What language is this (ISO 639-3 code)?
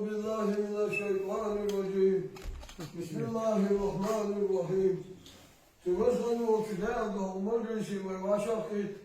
inh